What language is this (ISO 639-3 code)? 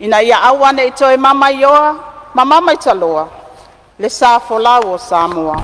smo